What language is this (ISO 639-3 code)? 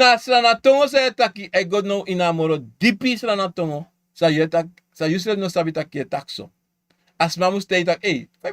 srn